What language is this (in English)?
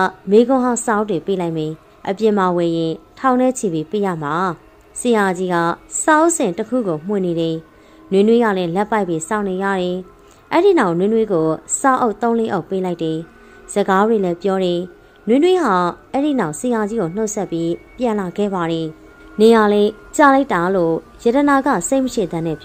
Burmese